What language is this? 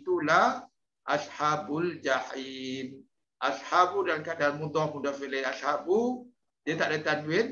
Malay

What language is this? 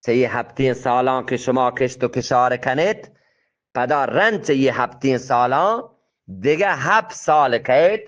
Eastern Balochi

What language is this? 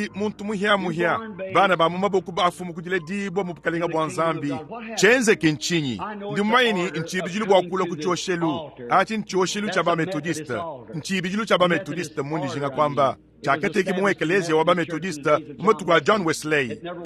Luba-Lulua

